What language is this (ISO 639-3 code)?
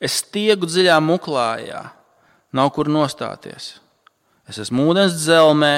lav